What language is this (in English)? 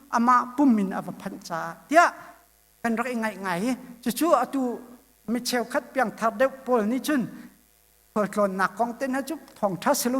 Hakha Chin